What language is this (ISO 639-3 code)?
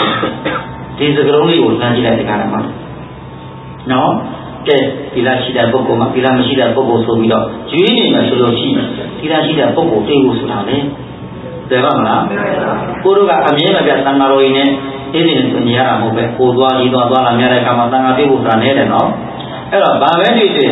mya